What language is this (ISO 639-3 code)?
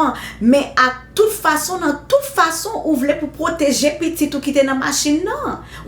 hat